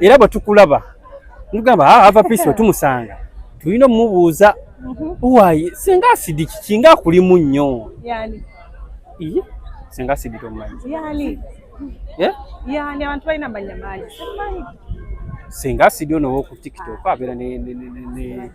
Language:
Ganda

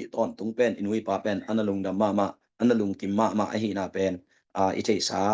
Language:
Tedim Chin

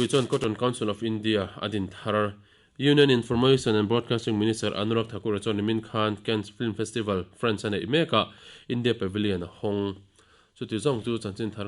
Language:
Mizo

